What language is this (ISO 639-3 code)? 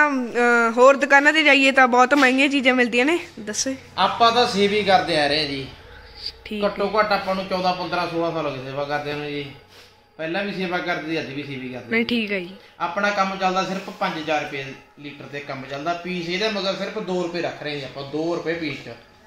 pan